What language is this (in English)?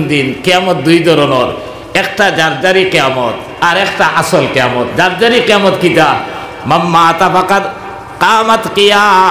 Sylheti